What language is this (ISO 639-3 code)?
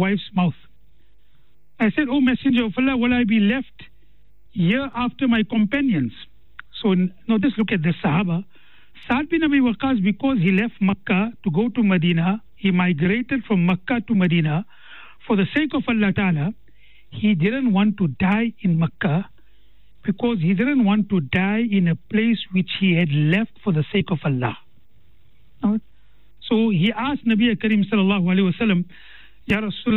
eng